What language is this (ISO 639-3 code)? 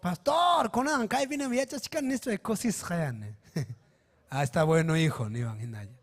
quy